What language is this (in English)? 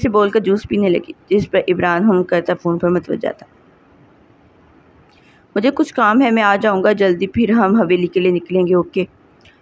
Urdu